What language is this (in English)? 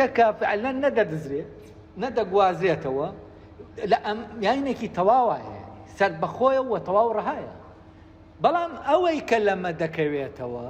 Central Kurdish